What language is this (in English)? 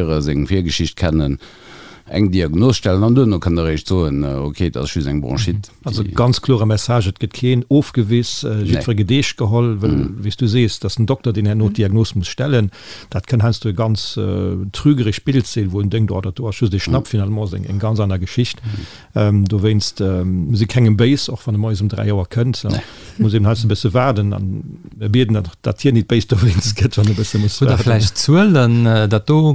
Luxembourgish